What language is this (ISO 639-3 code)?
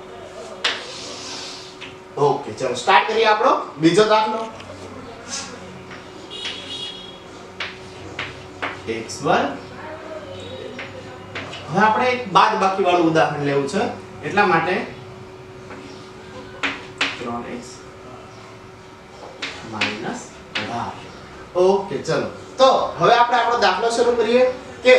guj